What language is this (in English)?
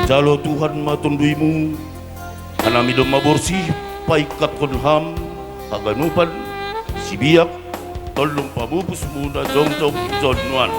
Batak Simalungun